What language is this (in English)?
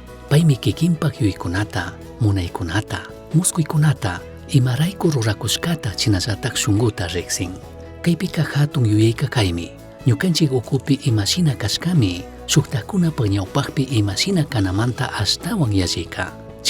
Chimborazo Highland Quichua